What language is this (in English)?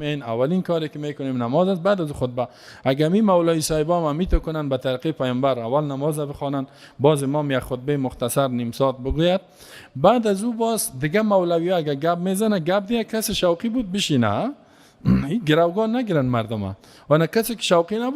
Persian